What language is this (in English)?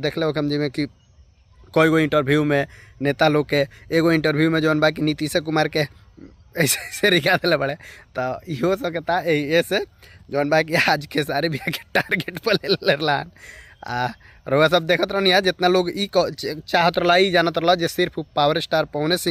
Bhojpuri